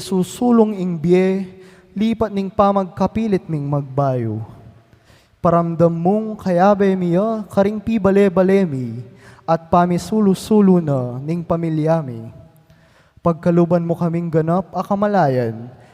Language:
Pampanga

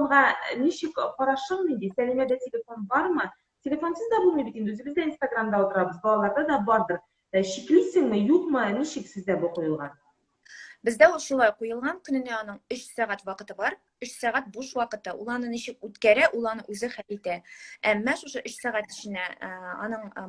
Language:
Tatar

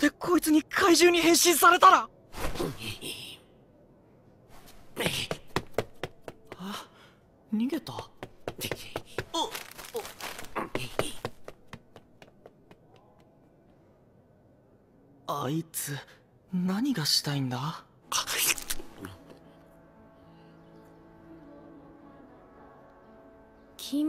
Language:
Japanese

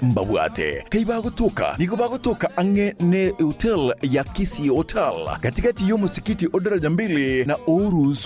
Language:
Gusii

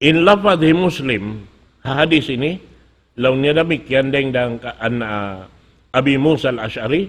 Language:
Tausug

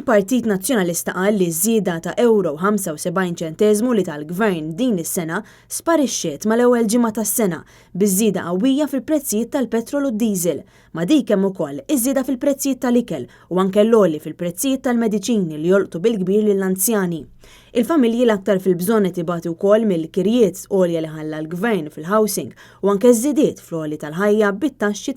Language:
Maltese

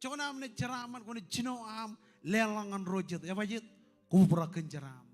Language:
Marshallese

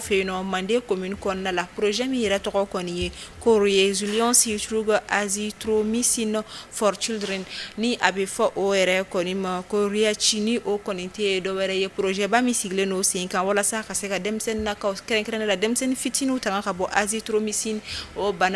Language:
Bambara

